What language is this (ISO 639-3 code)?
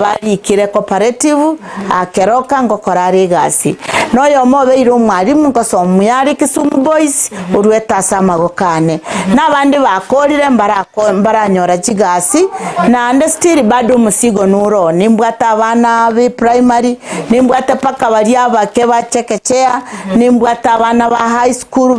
guz